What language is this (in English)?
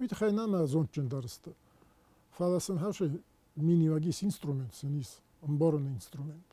Ossetic